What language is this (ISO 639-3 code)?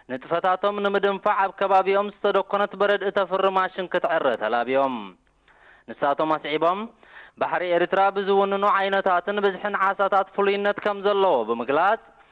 tir